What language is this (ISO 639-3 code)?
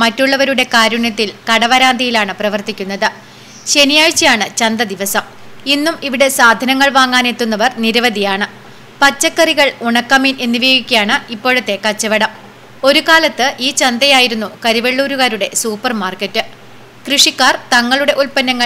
mal